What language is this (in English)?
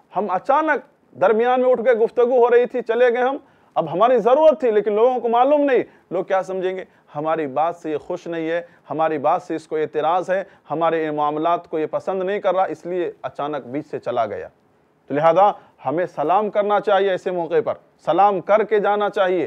Urdu